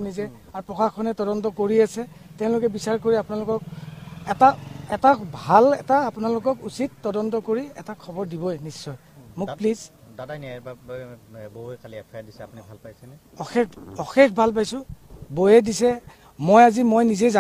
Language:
Assamese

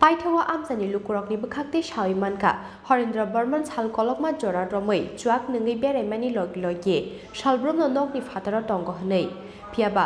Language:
Kok Borok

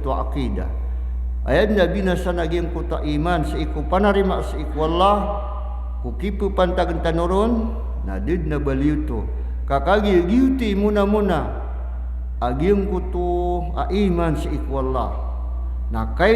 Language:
Maranao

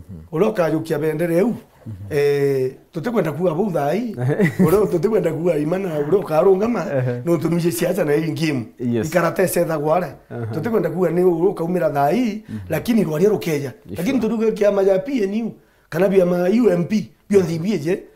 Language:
Meru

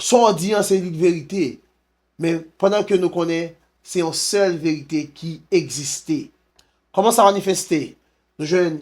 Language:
Haitian Creole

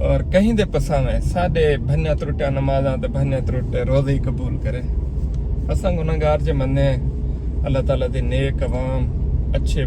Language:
Saraiki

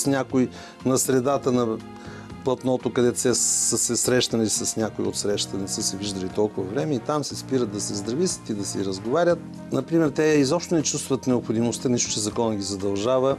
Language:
Bulgarian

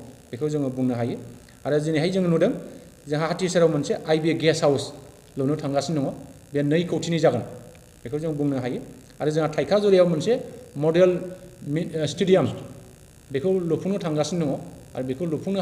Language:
Bodo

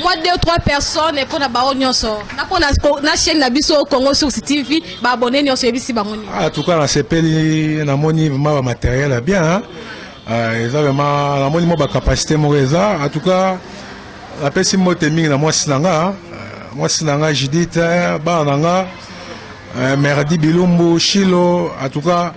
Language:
Lingala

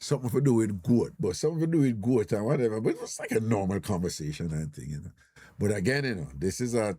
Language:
Jamaican Creole English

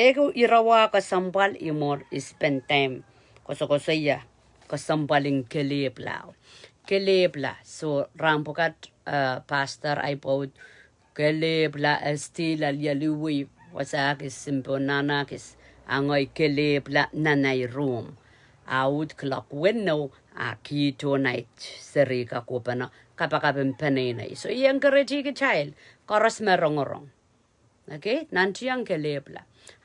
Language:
Pohnpeian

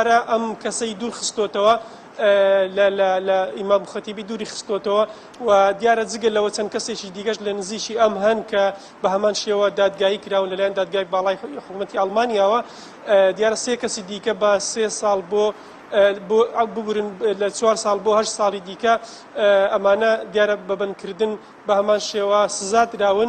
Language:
Central Kurdish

